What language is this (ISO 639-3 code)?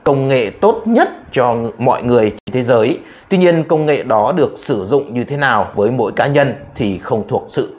vie